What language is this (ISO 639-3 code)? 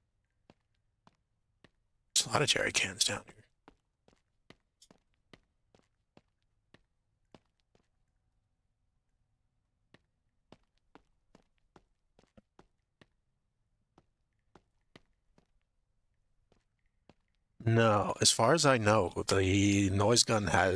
eng